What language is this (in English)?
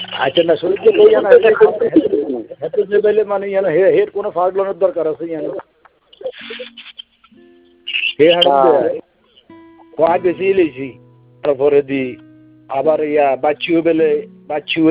Bangla